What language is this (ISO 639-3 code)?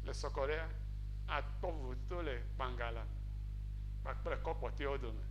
ewe